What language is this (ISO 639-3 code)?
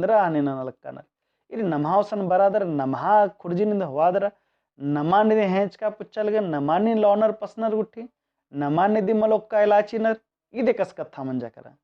kru